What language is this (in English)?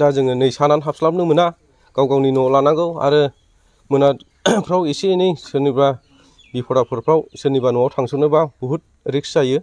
Bodo